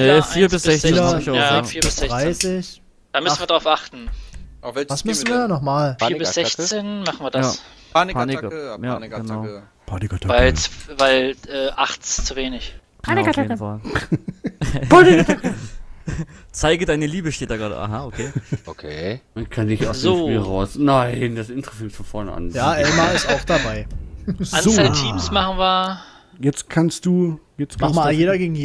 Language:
German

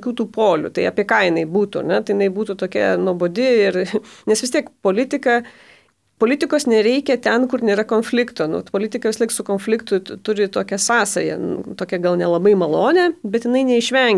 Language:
Lithuanian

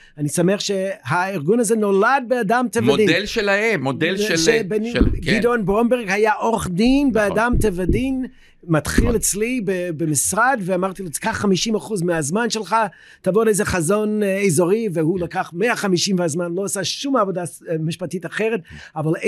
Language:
Hebrew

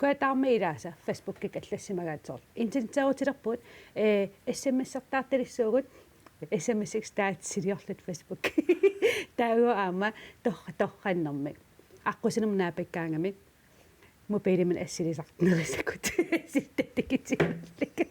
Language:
Kalaallisut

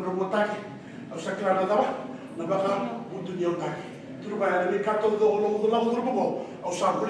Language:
Fijian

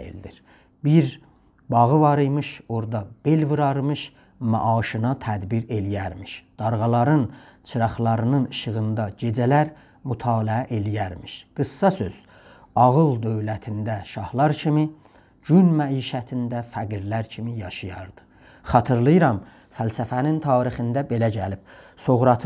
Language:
South Azerbaijani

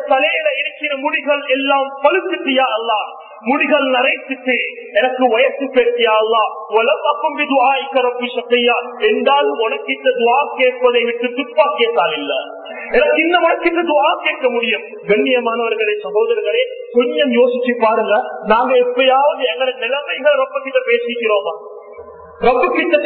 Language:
Tamil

